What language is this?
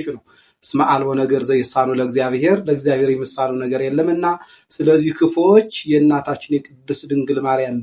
Amharic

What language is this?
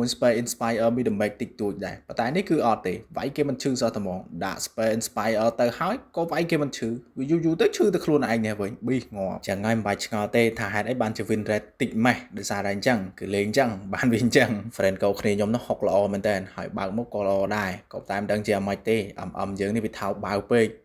Khmer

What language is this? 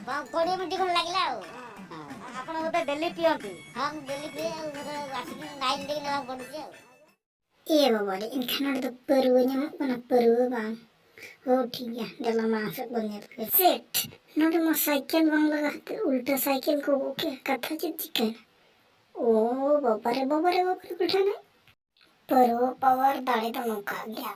Santali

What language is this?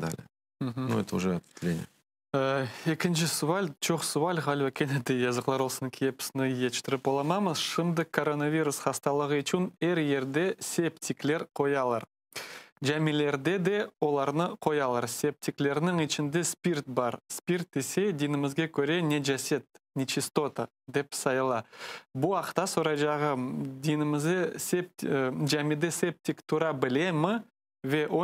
Crimean Tatar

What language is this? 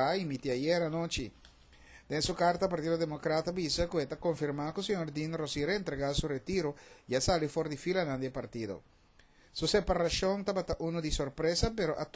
Papiamento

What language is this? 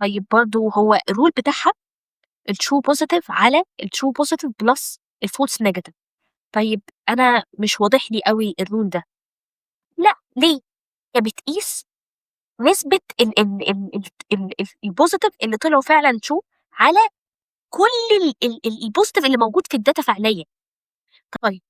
Egyptian Arabic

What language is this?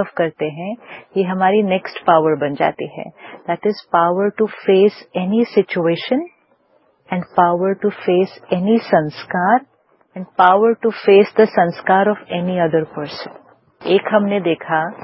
Hindi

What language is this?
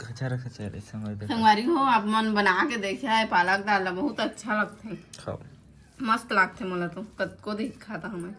Chhattisgarhi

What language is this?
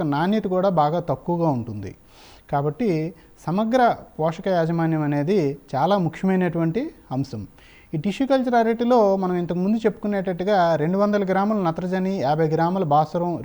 Telugu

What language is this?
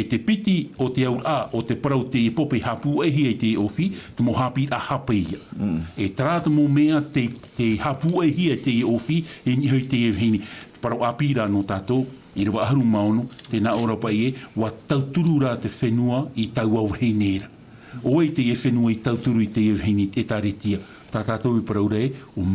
Tahitian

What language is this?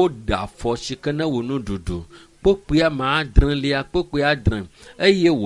Ewe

